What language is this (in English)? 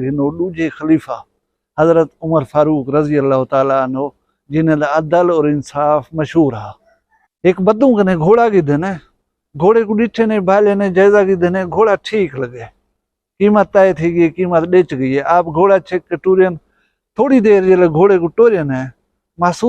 Saraiki